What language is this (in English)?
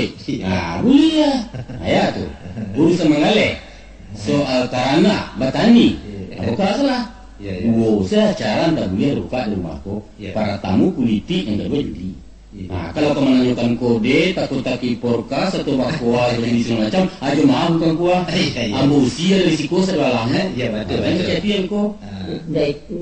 Minangkabau